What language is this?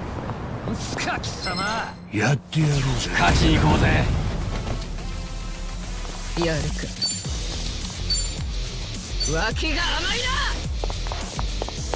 Japanese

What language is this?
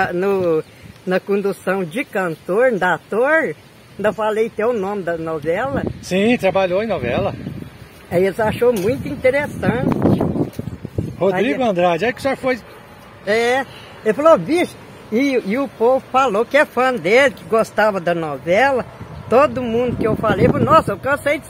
Portuguese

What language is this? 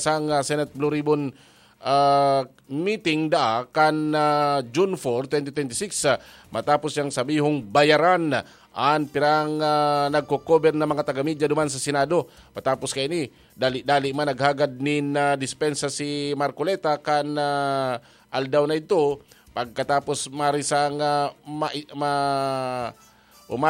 Bikol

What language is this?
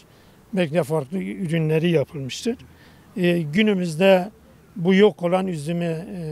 Turkish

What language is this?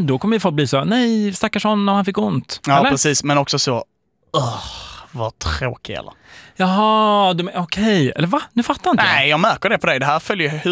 Swedish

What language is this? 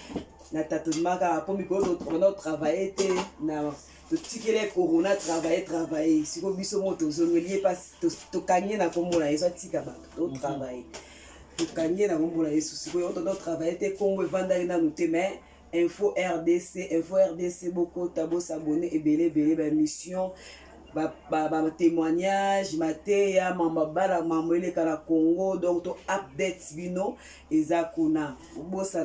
Lingala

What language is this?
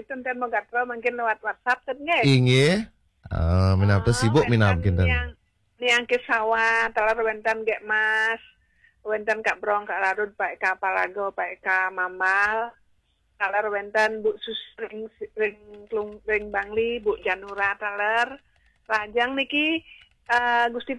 Balinese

